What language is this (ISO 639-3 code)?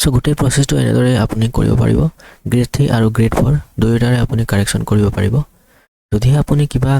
asm